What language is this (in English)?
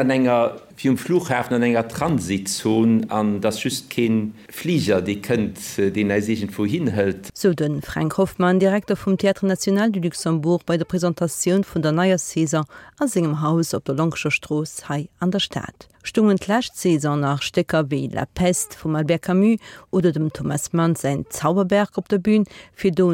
Luxembourgish